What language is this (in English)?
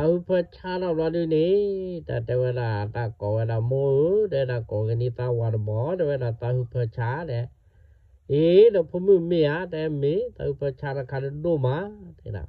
S'gaw Karen